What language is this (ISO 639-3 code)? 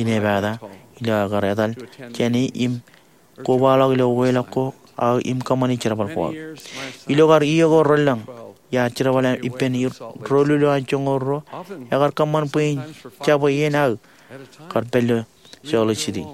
mah